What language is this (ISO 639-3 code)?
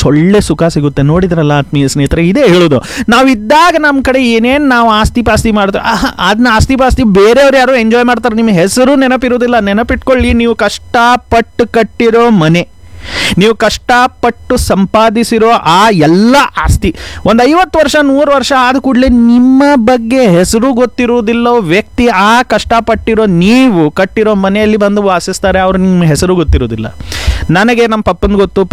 kan